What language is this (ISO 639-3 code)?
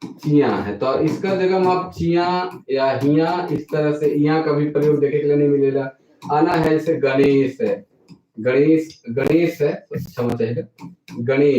sck